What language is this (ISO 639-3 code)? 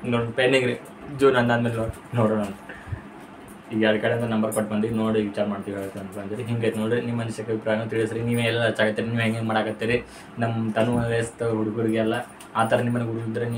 kan